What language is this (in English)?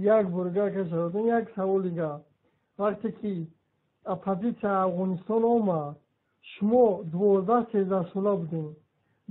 Tajik